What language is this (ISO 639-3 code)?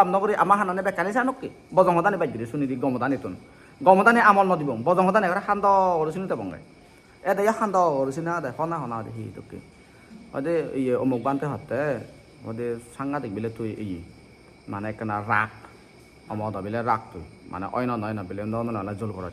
ccp